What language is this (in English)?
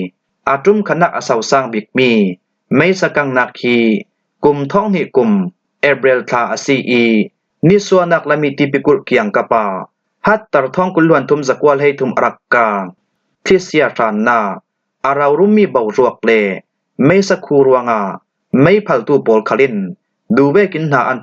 Falam Chin